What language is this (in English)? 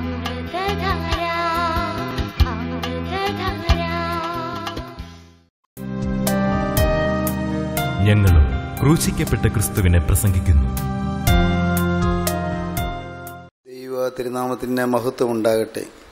Malayalam